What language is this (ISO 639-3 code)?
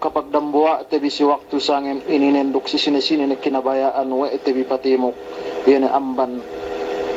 yka